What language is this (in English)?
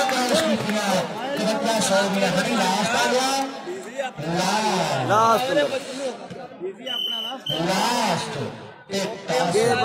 Punjabi